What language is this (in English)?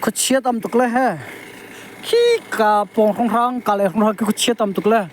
Hakha Chin